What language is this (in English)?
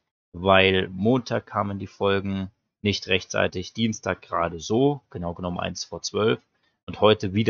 German